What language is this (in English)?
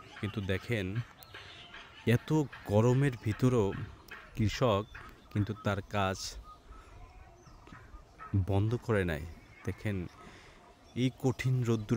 Bangla